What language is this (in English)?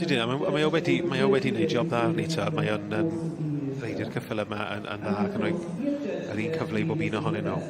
Welsh